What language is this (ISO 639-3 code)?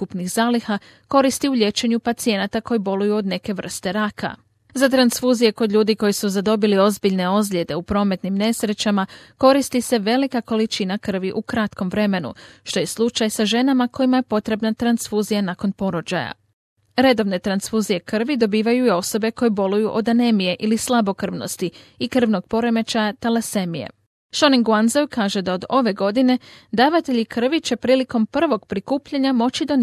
hrv